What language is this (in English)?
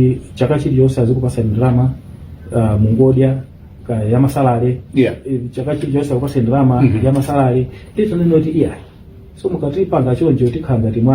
Nyanja